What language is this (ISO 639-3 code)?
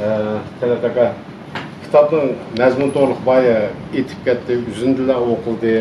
uig